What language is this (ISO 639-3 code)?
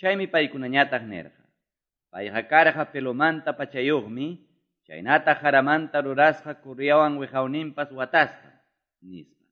que